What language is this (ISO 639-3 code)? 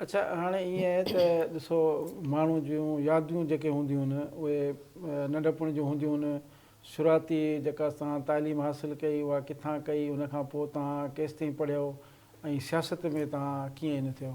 snd